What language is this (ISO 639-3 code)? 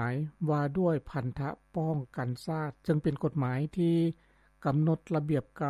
lao